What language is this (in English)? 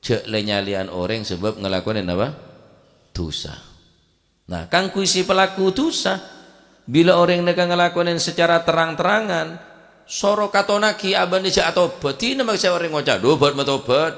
Madurese